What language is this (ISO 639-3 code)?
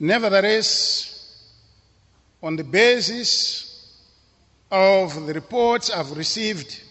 eng